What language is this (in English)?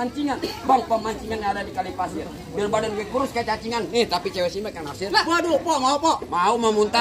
Betawi